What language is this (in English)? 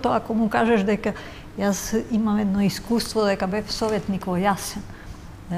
Macedonian